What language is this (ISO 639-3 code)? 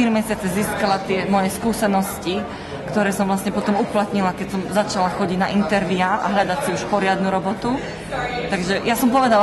slk